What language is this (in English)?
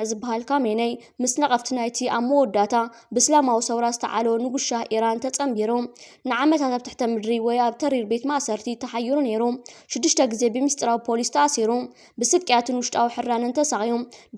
Tigrinya